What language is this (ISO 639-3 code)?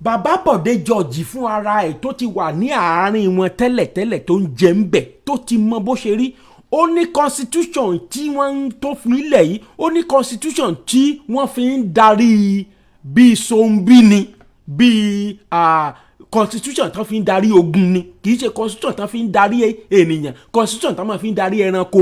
yor